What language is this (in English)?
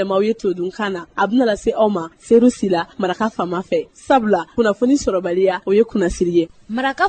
Bambara